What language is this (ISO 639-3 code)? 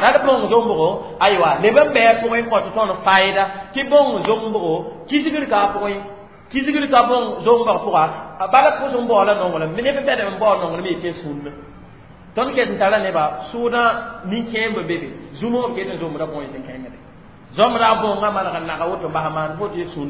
mos